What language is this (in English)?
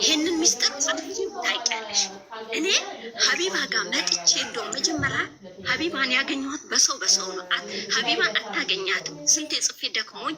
Amharic